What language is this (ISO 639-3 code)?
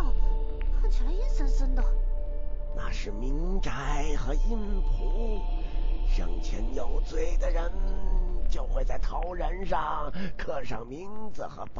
zho